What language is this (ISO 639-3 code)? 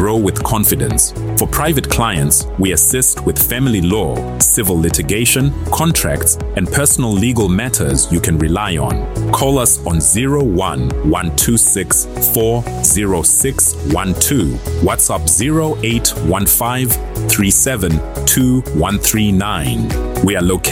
eng